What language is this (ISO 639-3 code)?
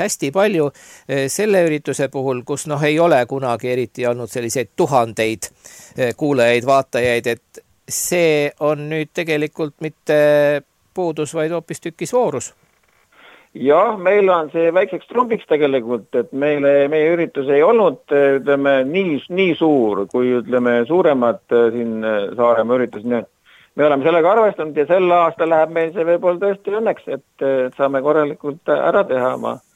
est